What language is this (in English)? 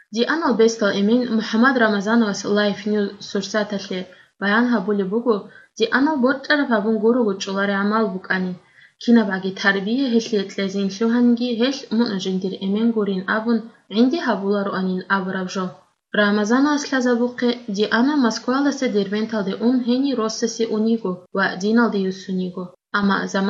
Avaric